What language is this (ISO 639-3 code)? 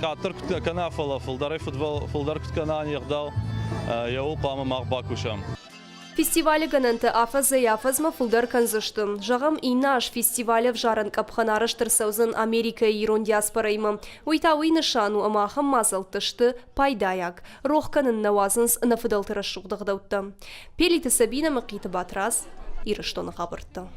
oss